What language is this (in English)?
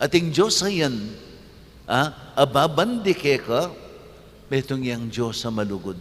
Pampanga